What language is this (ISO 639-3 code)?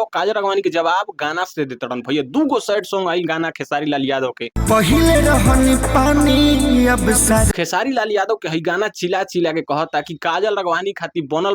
bho